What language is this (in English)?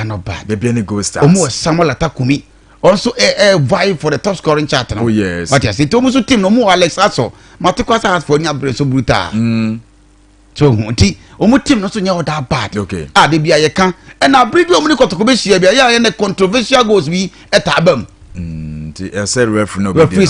Akan